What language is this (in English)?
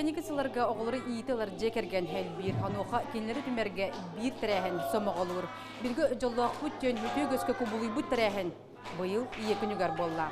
Yakut